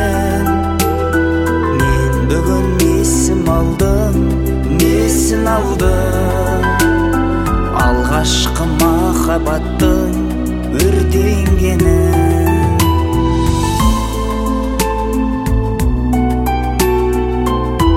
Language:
Kazakh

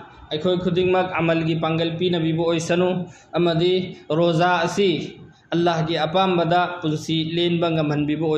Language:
Manipuri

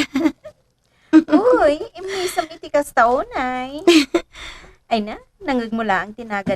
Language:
Iloko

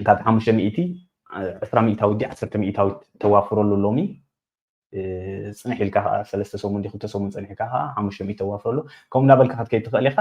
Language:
Tigrinya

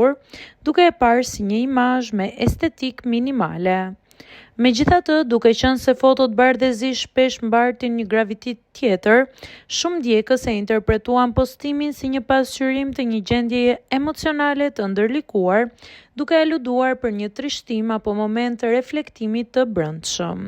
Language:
Albanian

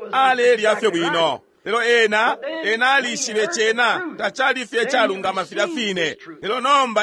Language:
Bemba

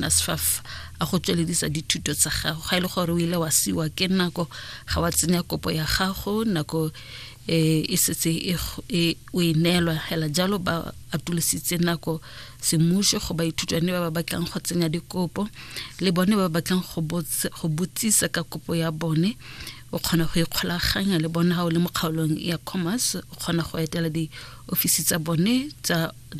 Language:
Tswana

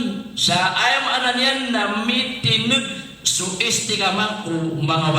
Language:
Maranao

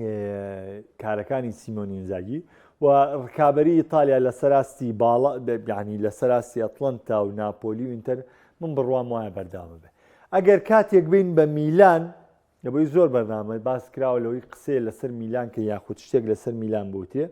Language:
Central Kurdish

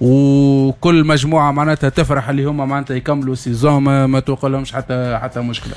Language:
Tunisian Arabic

